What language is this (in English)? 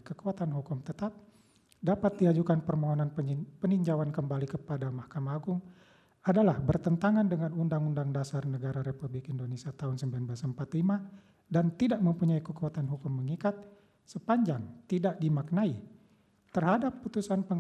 Indonesian